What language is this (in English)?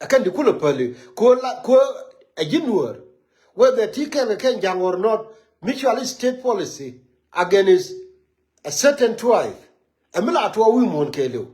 Nuer